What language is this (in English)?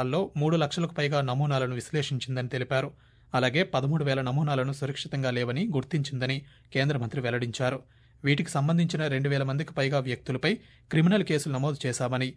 Telugu